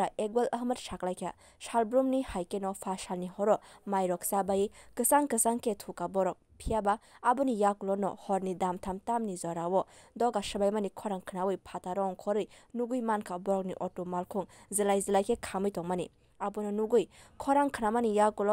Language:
Kok Borok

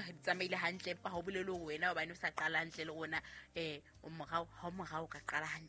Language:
Southern Sotho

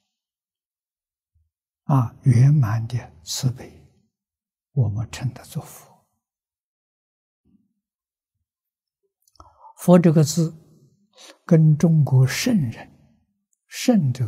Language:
Chinese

